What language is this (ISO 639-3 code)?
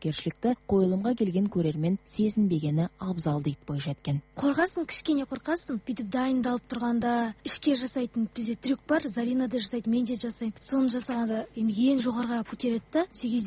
kaz